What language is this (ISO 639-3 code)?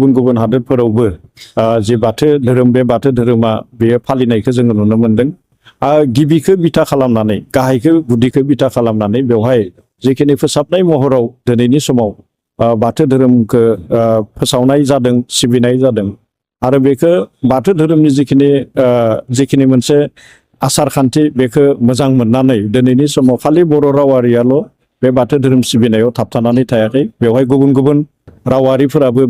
brx